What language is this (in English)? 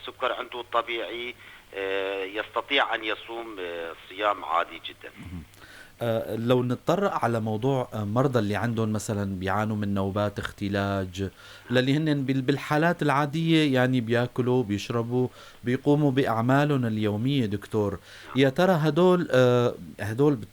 North Levantine Arabic